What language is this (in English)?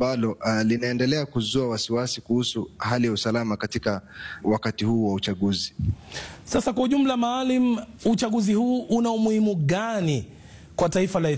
Swahili